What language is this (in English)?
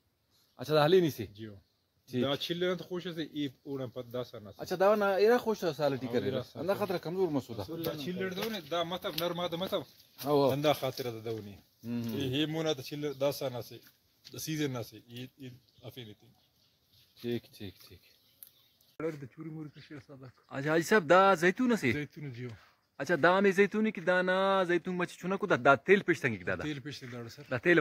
Brahui